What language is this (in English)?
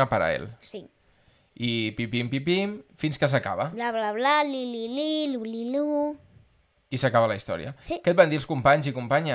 Catalan